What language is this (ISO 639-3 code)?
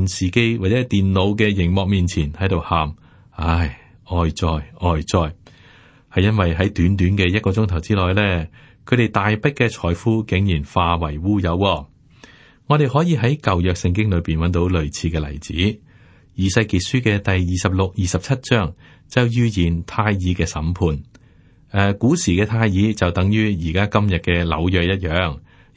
yue